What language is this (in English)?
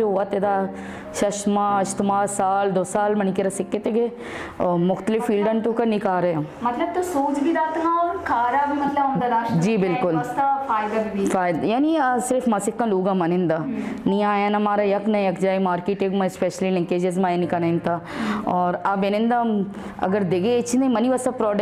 Baluchi